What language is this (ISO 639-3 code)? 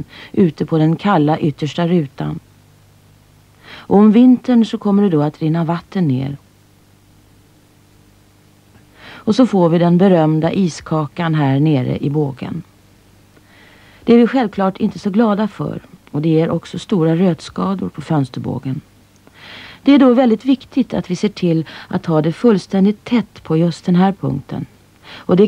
swe